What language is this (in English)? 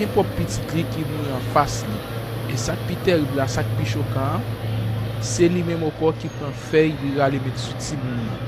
Haitian Creole